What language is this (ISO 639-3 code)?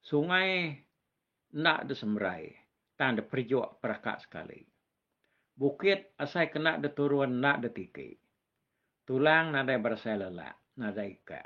iba